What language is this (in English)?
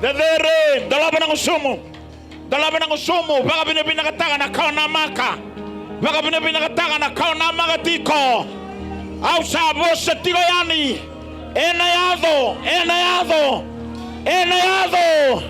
Fijian